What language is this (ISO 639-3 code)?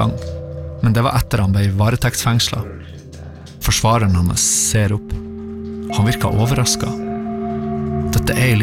nor